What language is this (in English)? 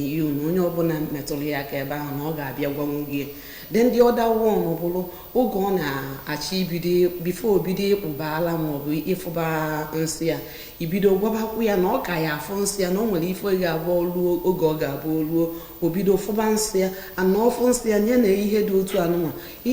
Igbo